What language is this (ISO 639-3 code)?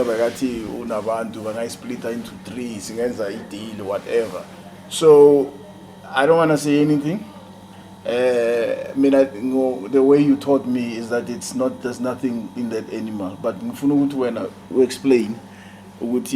zul